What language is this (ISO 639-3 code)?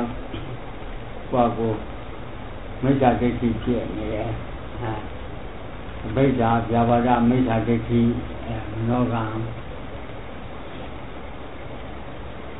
mya